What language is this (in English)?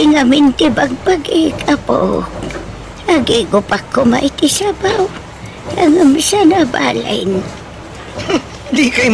Iloko